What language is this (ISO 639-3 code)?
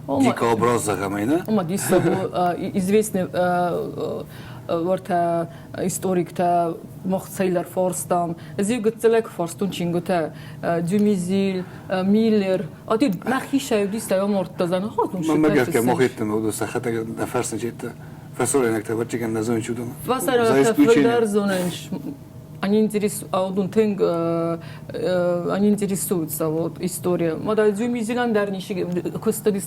oss